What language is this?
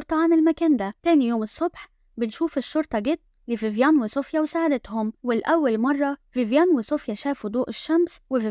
Egyptian Arabic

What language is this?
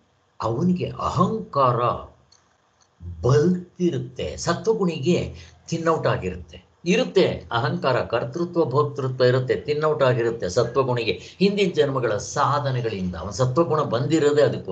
Kannada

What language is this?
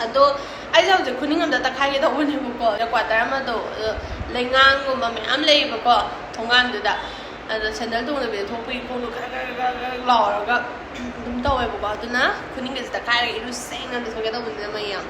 Manipuri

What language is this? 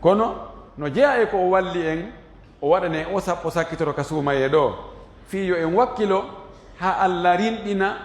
Fula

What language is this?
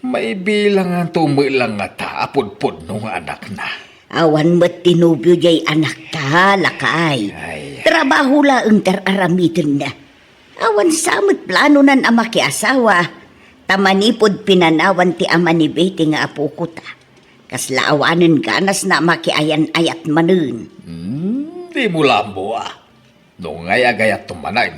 Iloko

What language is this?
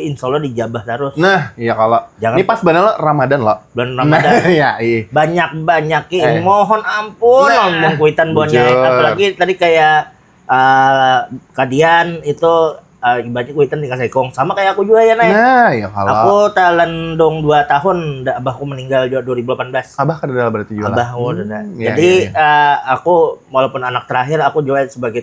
Banjar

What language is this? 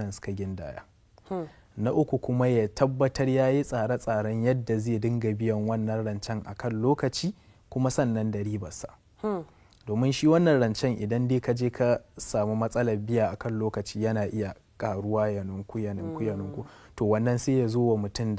Hausa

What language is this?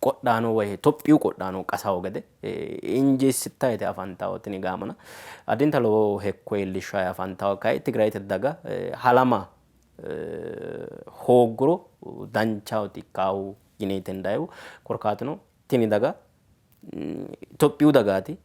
Sidamo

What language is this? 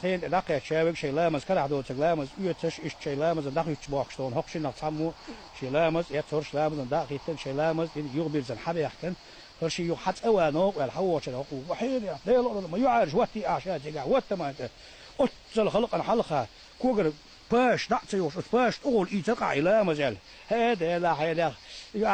Chechen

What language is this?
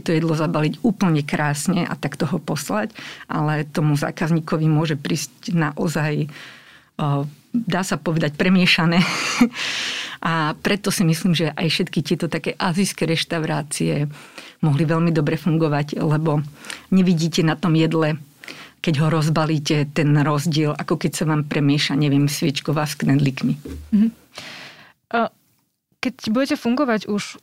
Slovak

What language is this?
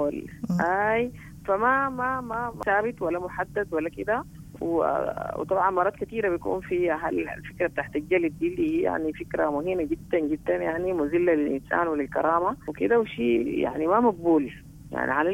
Sudanese Arabic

